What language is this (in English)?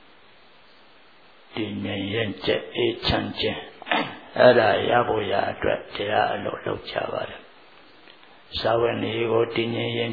Burmese